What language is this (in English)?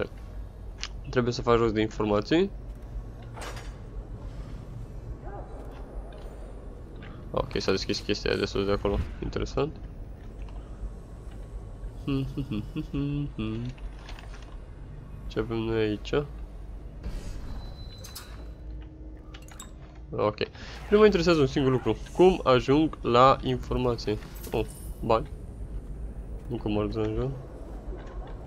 Romanian